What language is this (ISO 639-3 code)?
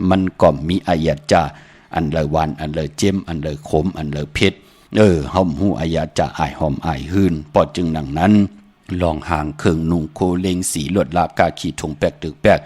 shn